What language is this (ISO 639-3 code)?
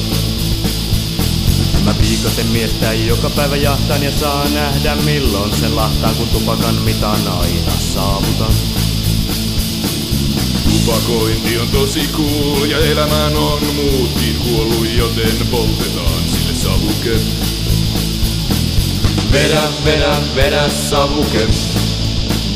fin